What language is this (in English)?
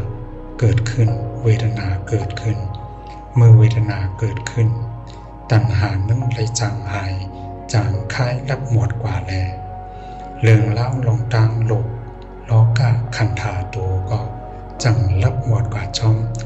Shan